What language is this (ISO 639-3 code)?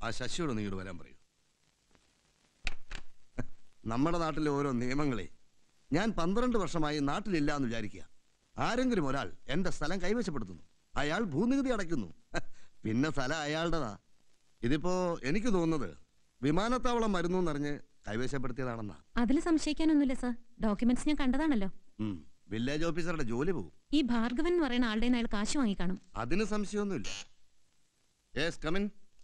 mal